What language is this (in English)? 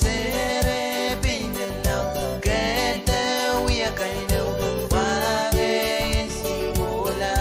Pohnpeian